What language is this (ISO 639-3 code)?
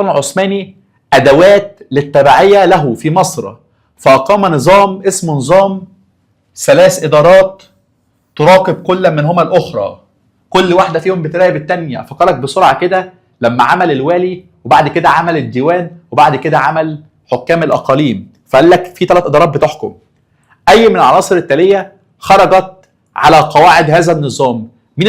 arz